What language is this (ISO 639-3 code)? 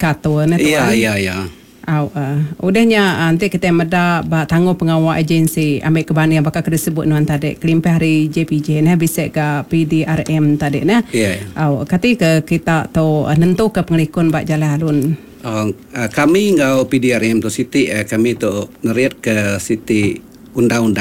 iba